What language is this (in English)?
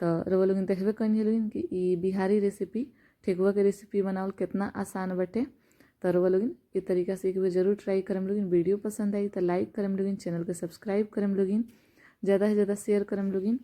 Bhojpuri